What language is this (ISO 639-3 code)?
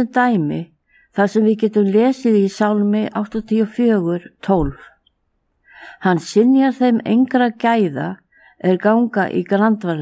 isl